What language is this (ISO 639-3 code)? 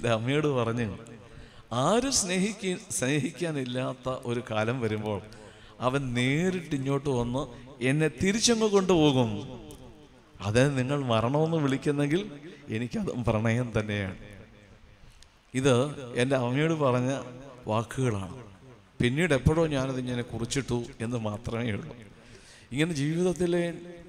mal